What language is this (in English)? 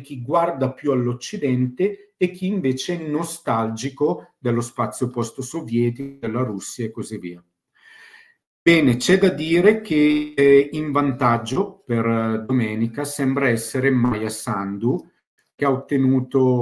Italian